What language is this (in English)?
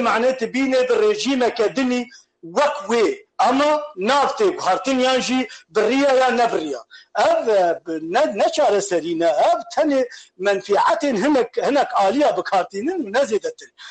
Kurdish